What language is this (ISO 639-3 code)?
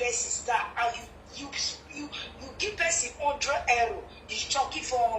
pcm